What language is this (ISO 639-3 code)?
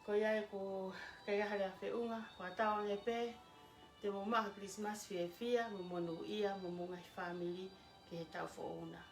ton